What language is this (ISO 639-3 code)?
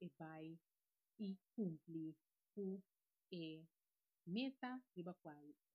pap